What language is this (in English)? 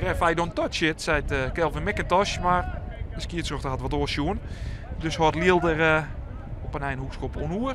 Western Frisian